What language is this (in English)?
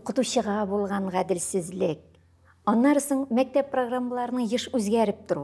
Tatar